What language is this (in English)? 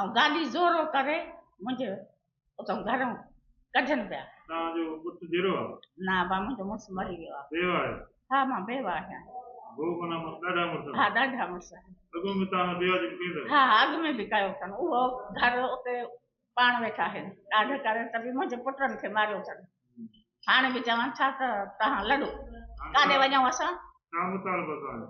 Sindhi